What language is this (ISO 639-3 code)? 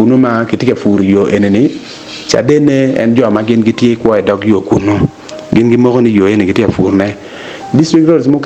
ach